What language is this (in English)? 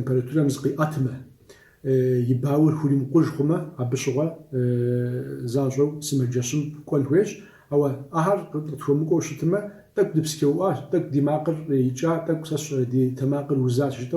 Kabardian